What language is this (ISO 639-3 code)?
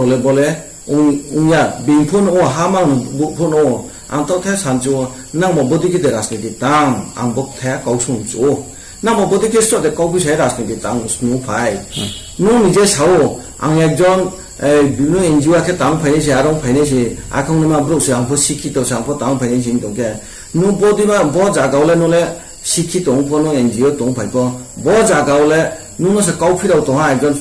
ria